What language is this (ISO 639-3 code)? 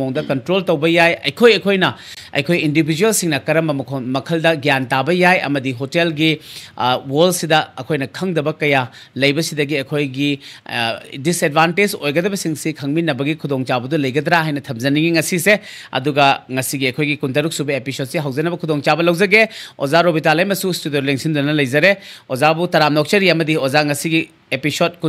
mni